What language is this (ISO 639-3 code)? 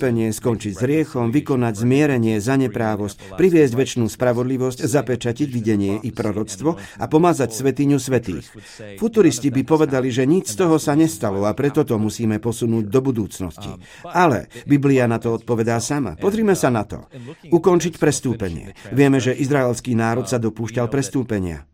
slk